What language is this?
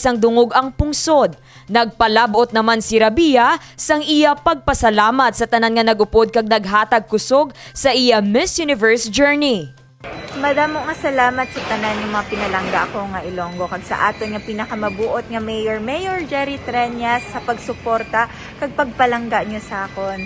Hiligaynon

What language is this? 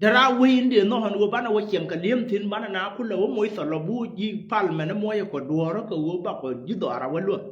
Nuer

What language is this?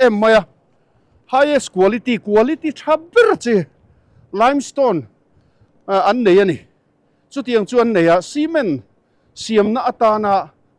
Mizo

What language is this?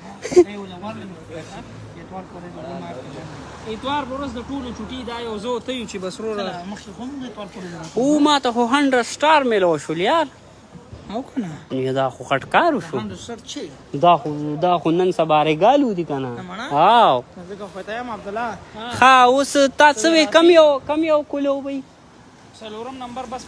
Pashto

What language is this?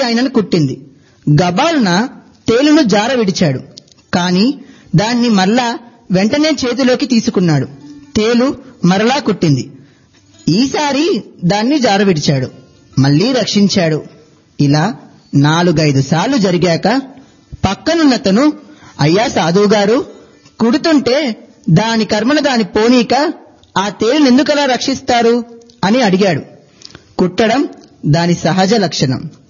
Telugu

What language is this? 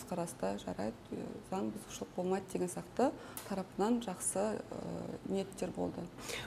Kazakh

